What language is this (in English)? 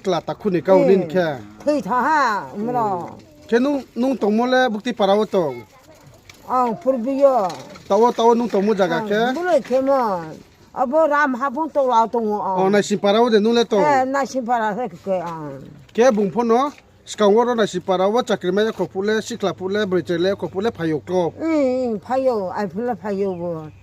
Riang (India)